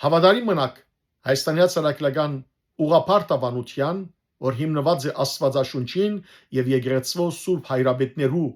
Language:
Western Armenian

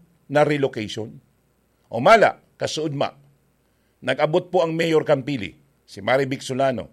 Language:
Bikol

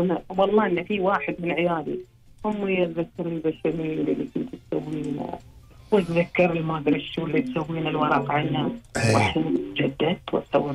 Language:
Gulf Arabic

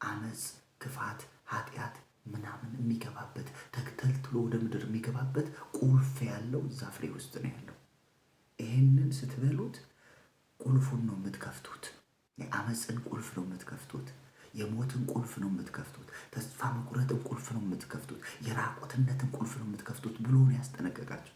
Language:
Amharic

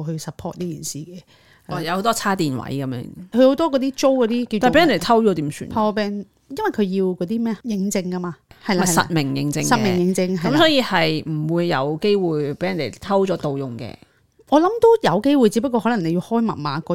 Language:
Cantonese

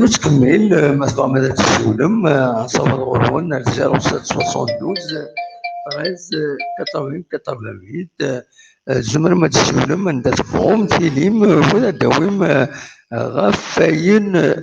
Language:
Kabyle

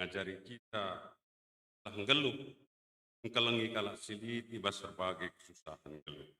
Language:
Batak Karo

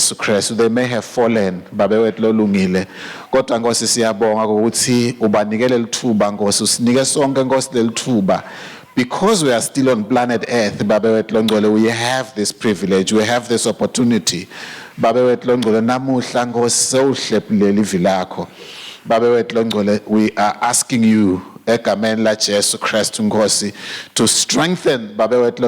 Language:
Swati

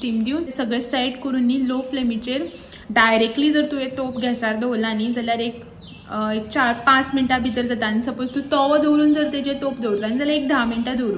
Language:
Konkani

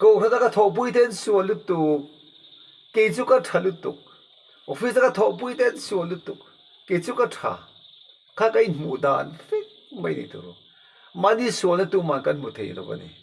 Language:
Mizo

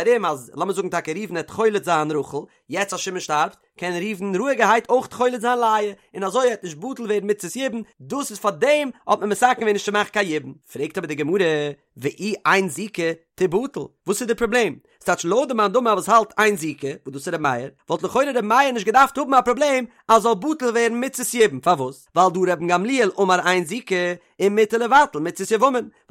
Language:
Yiddish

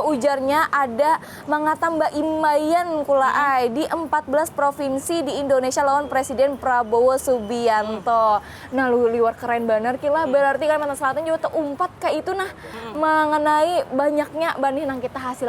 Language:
Banjar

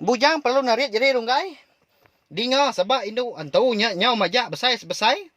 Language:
Iban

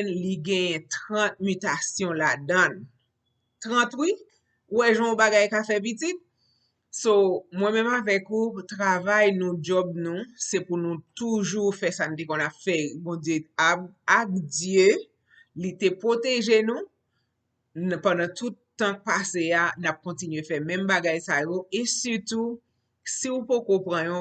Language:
Haitian Creole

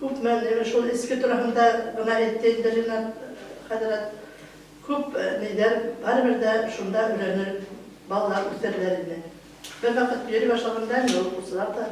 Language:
Bashkir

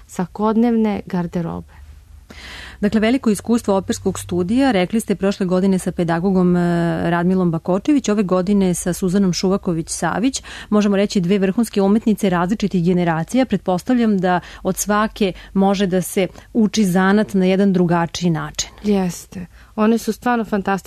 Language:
Serbian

